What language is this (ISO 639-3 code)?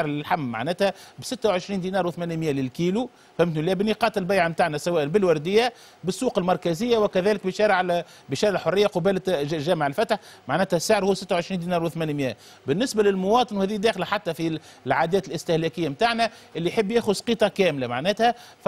aeb